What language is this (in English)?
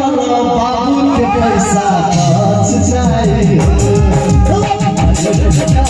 Maithili